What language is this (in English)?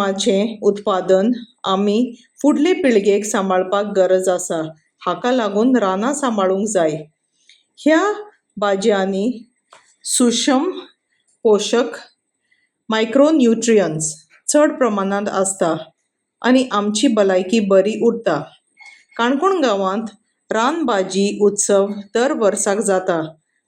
Konkani